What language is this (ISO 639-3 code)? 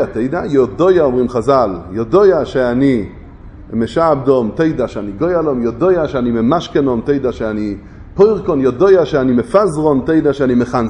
heb